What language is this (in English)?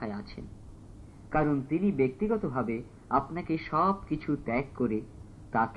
Bangla